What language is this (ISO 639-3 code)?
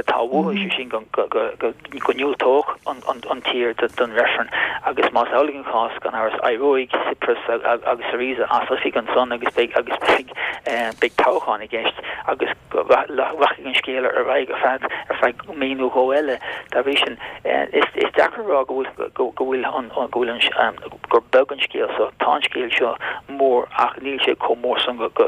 gle